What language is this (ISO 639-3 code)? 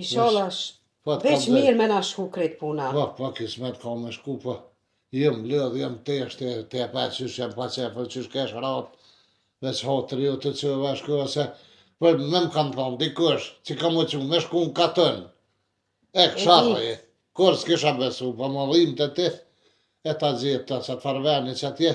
sqi